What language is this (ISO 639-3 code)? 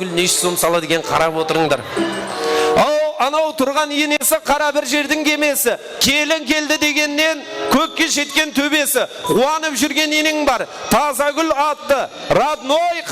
kaa